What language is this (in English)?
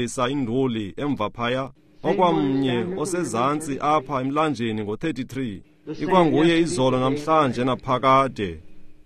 Xhosa